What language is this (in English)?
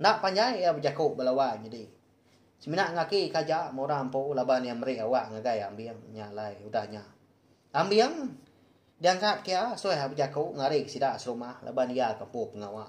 Iban